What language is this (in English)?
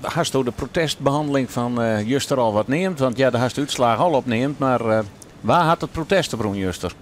Western Frisian